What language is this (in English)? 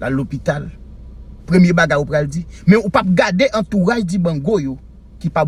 Haitian Creole